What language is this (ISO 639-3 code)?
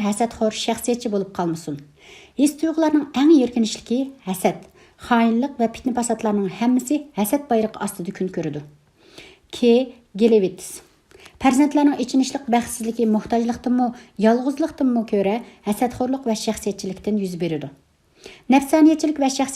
uig